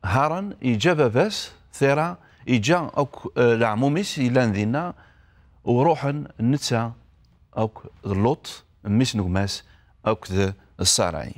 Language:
Kabyle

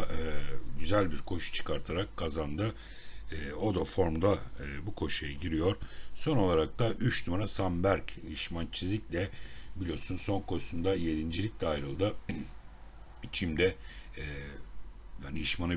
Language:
Turkish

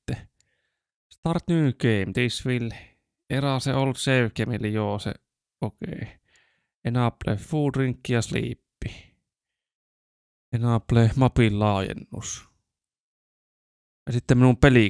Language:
Finnish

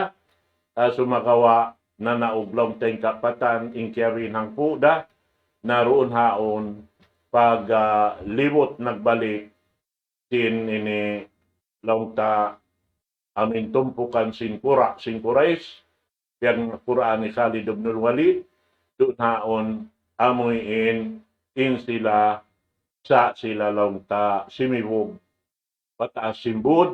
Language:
Tausug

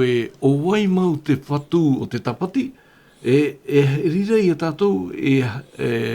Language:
Tahitian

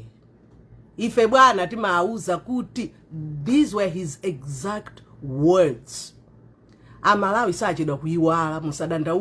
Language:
Nyanja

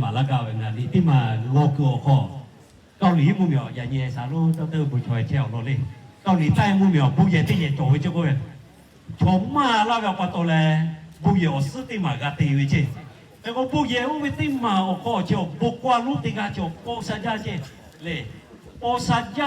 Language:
Lahu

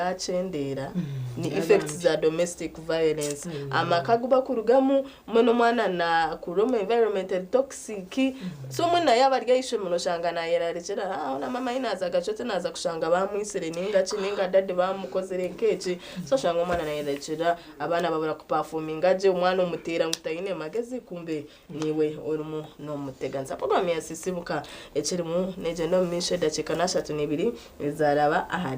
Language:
Nyankole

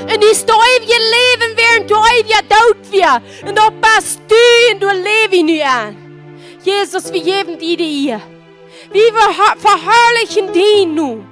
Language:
Plautdietsch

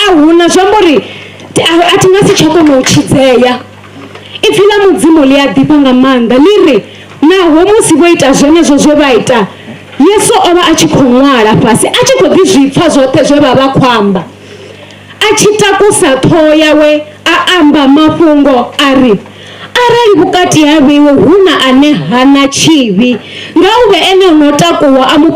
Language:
Venda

